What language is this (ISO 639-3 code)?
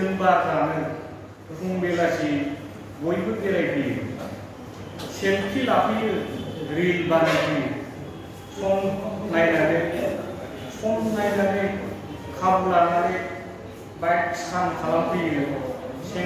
brx